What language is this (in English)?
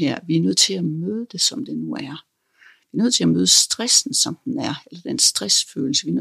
Danish